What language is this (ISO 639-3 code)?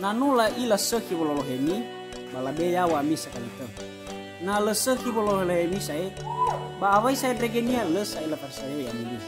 nia